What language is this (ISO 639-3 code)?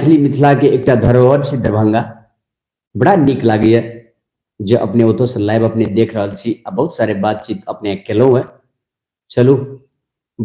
mai